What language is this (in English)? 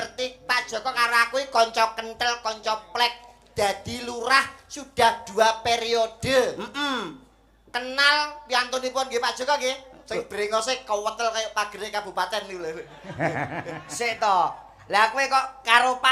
Javanese